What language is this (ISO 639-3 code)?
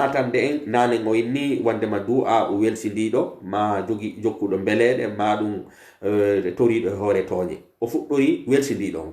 fuf